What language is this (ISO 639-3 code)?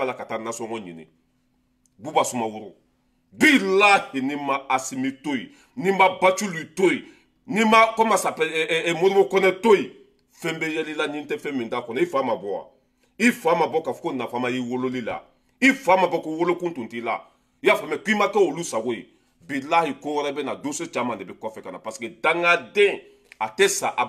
bam